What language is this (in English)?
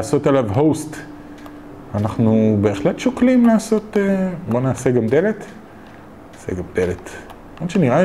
Hebrew